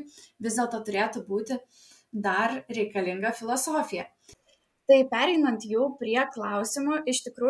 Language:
Lithuanian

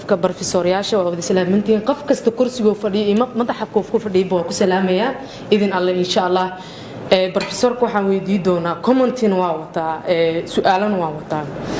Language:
Somali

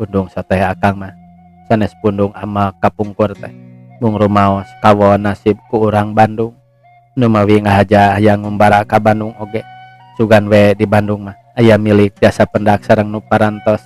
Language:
Sundanese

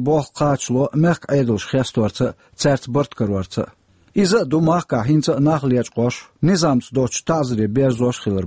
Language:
Chechen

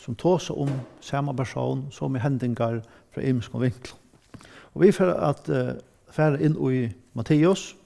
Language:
Faroese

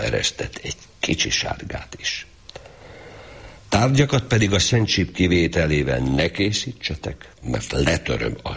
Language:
Hungarian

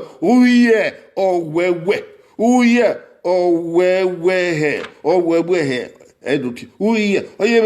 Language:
Bini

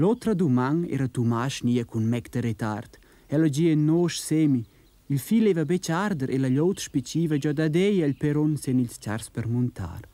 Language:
Romansh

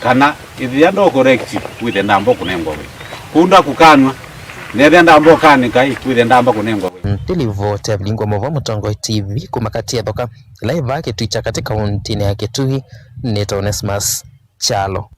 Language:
Kamba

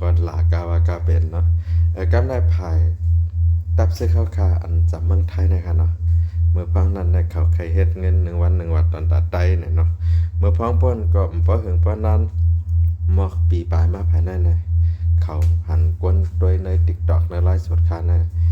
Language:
Shan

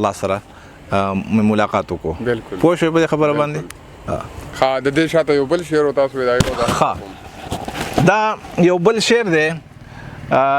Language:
Pashto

